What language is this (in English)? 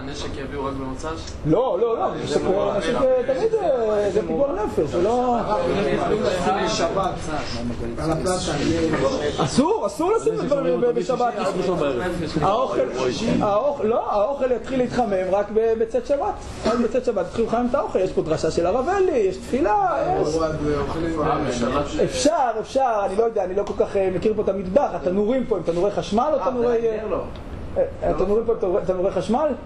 Hebrew